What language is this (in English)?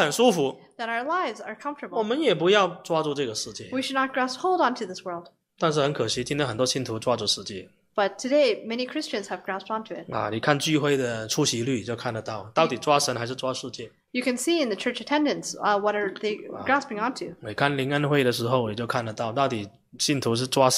Chinese